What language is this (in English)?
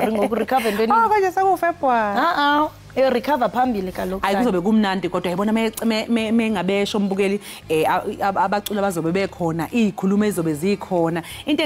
Zulu